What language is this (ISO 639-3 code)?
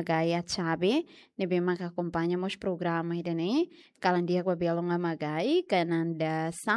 tet